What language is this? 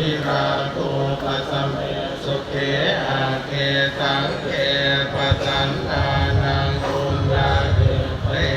Pali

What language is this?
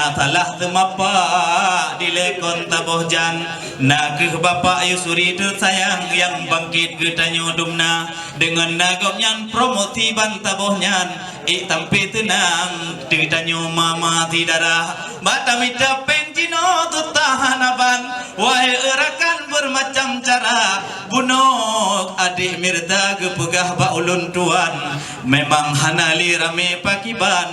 Achinese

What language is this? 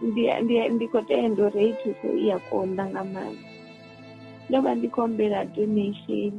Venda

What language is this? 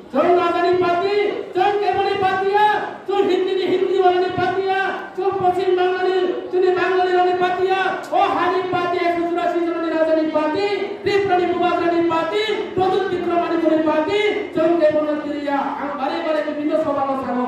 Kok Borok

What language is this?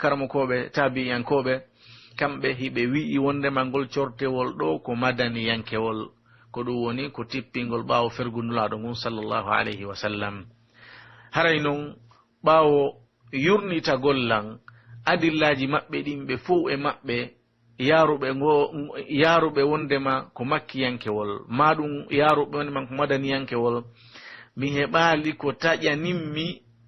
Pular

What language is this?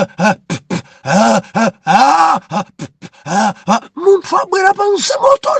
Nyanja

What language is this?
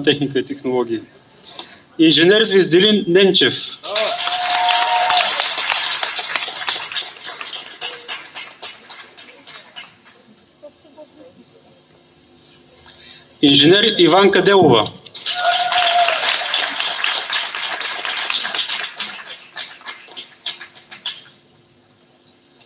Bulgarian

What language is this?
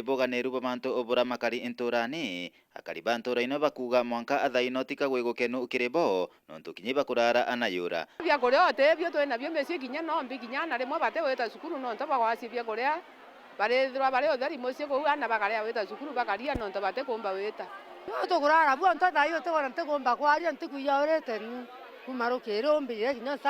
Meru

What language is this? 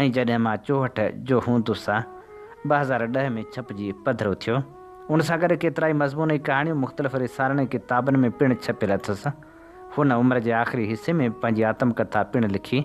Sindhi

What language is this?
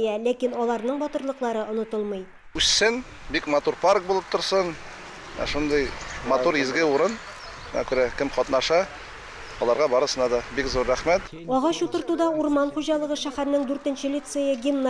Tatar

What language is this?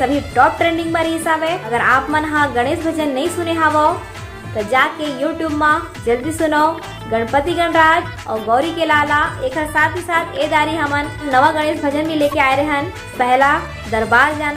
Chhattisgarhi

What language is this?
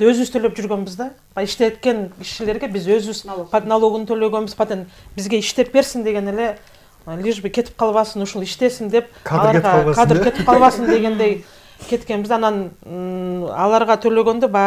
Kyrgyz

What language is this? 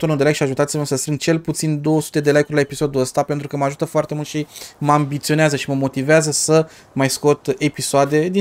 Romanian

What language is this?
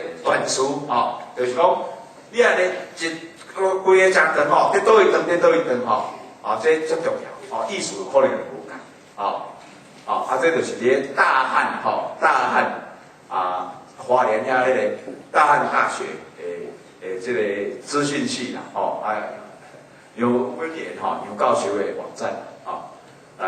Min Nan Chinese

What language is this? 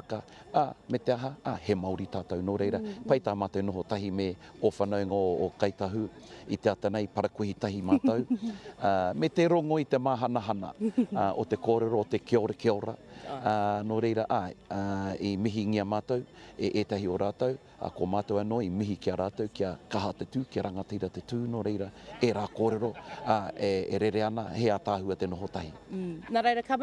Māori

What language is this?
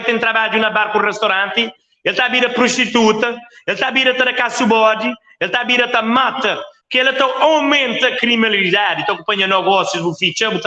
Kabuverdianu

